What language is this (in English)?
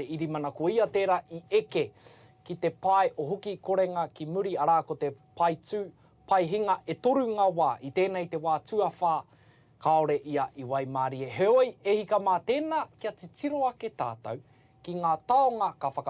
Māori